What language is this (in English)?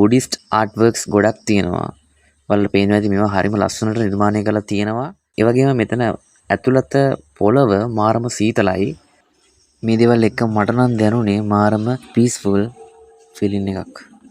Sinhala